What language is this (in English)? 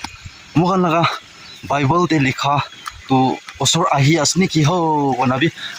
Naga Pidgin